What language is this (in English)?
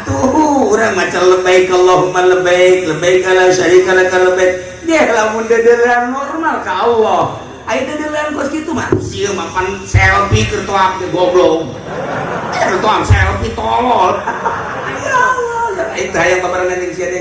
Sundanese